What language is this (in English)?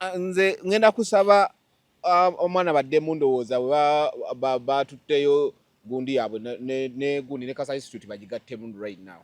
Ganda